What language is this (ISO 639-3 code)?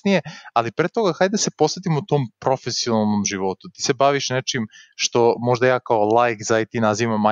srp